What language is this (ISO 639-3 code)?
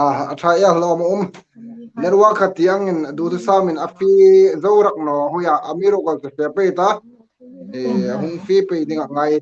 hmr